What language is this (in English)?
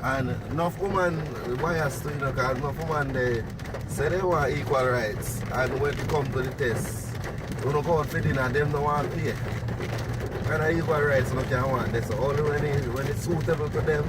Jamaican Creole English